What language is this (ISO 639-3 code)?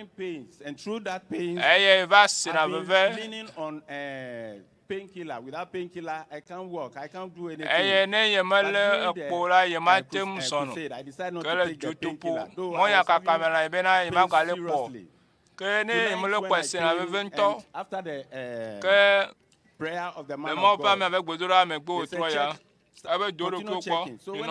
ewe